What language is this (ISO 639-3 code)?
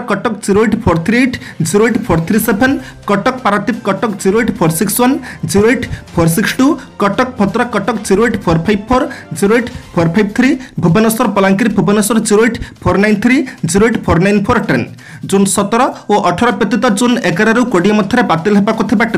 ori